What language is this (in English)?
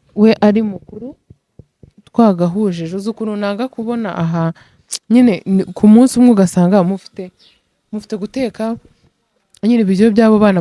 Kinyarwanda